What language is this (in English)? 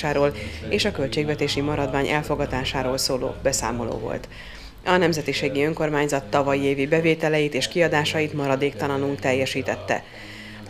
Hungarian